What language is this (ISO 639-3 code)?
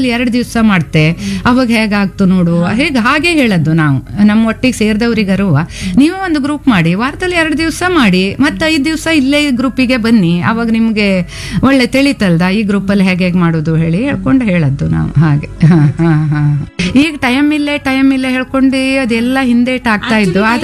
kan